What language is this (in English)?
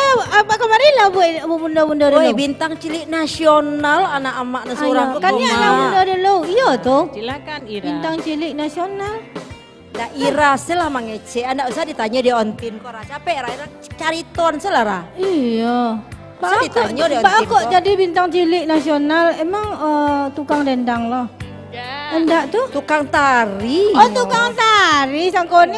Minangkabau